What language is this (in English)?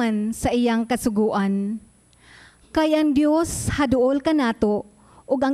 Cebuano